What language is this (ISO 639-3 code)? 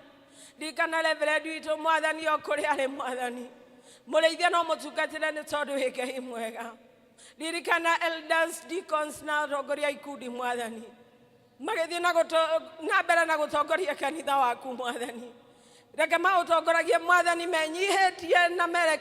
kik